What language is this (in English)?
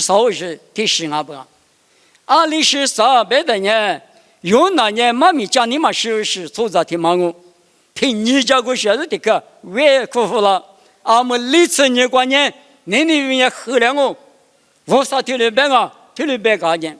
Lisu